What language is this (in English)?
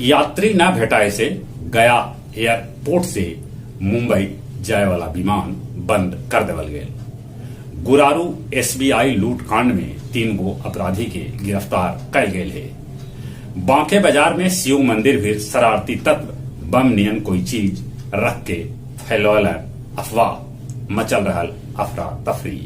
Magahi